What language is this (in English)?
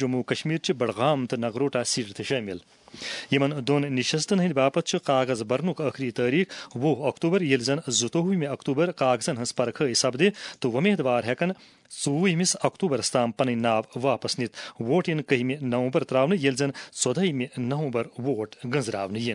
Kashmiri